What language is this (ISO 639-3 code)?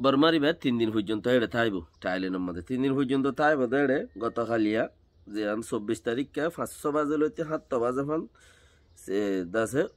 rhg